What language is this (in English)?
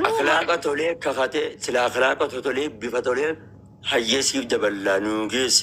Oromo